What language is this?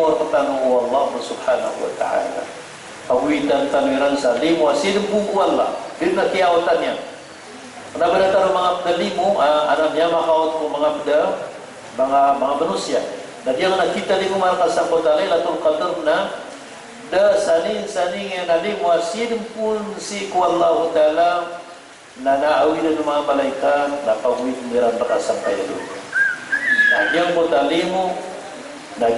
Maranao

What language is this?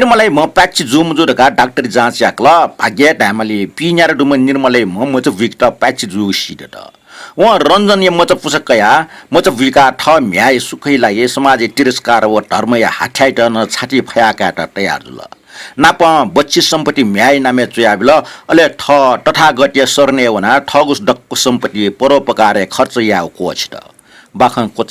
Newari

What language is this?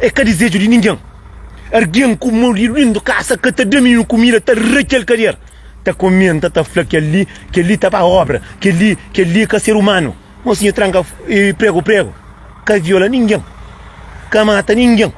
Kabuverdianu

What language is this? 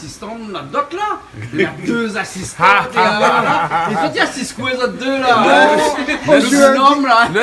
Réunion Creole French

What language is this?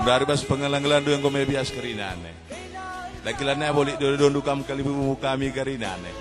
Batak Karo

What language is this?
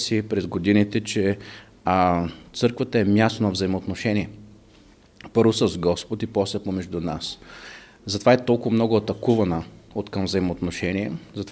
Bulgarian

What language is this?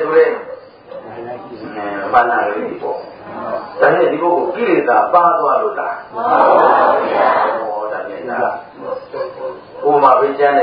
Burmese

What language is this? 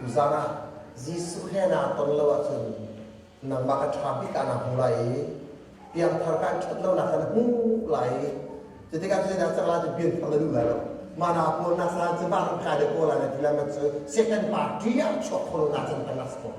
Hakha Chin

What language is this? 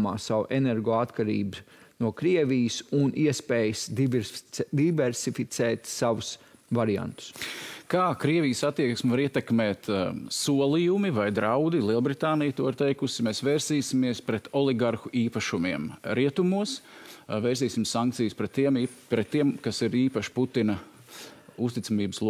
Latvian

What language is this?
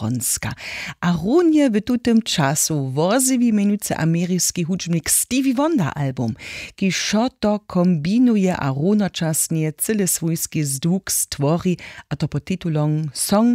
Upper Sorbian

